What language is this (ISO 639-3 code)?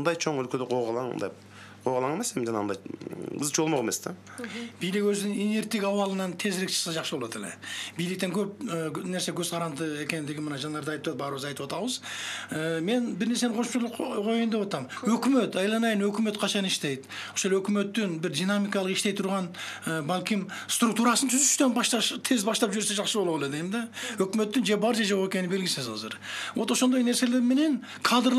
kir